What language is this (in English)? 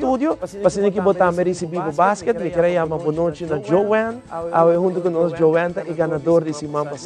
Papiamento